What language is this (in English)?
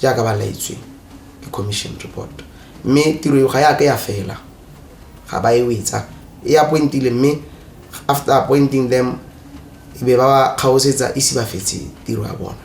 Tswana